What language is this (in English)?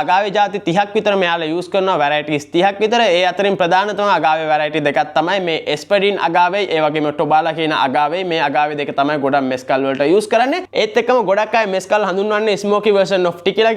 Sinhala